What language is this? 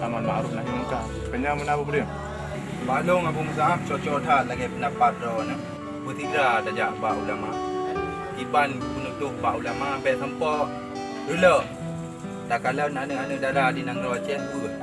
Achinese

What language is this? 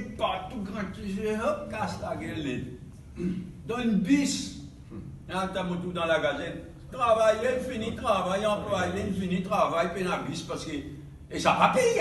Morisyen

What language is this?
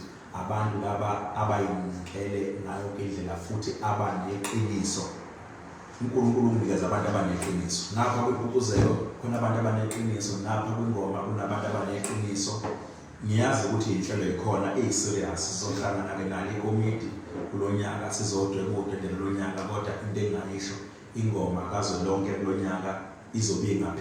Zulu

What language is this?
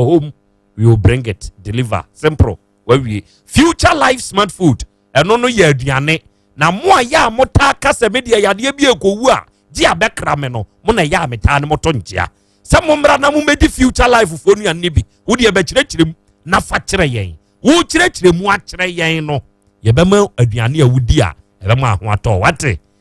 Akan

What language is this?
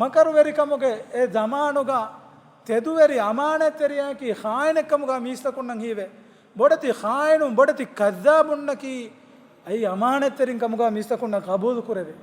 Divehi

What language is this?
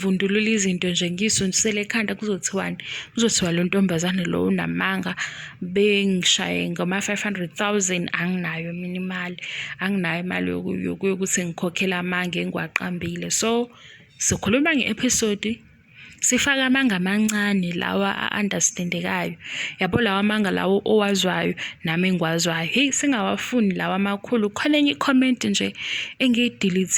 Zulu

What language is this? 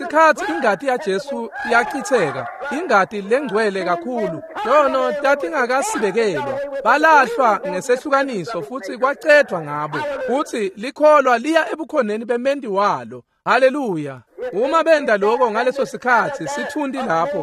Swati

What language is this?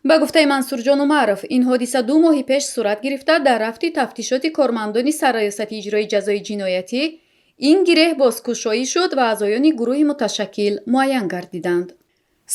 Tajik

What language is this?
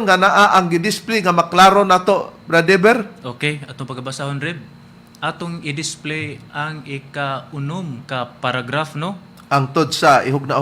Cebuano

